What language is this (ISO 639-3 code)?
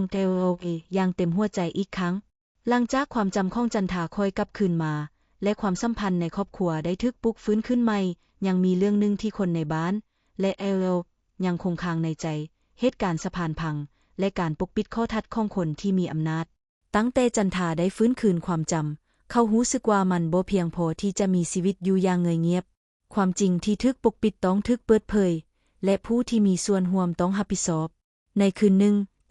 lao